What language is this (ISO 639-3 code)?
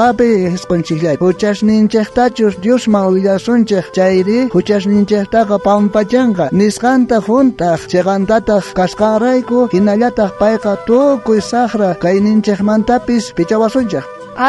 quh